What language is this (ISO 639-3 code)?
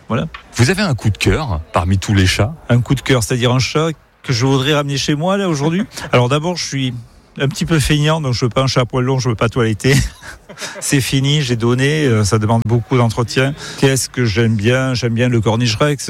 fra